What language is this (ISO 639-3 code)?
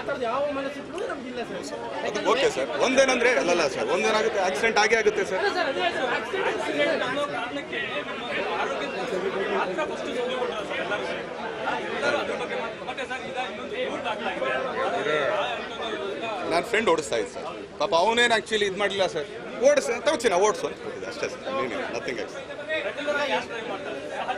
kan